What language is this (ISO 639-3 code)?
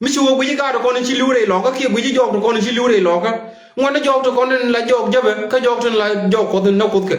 nus